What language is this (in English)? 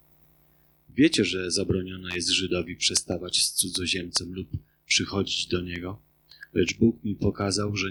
Polish